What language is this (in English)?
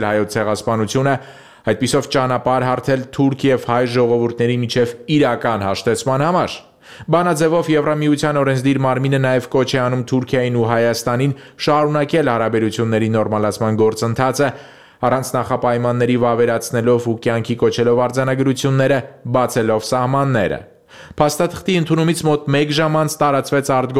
Armenian